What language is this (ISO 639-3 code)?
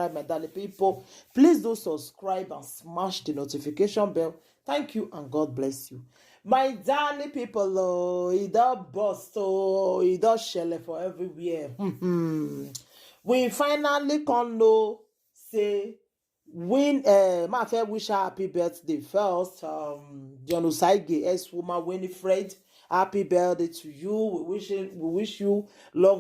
pcm